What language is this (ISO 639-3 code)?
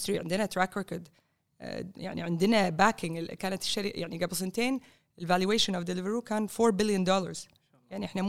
afb